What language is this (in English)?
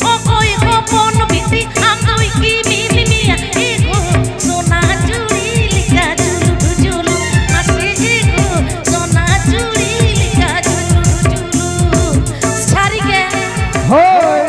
Santali